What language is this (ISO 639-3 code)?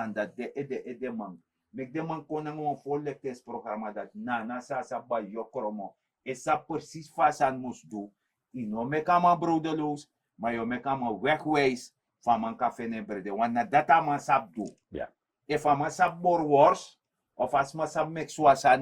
srn